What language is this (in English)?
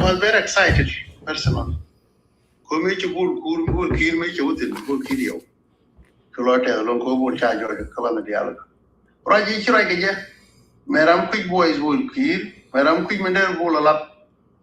Nuer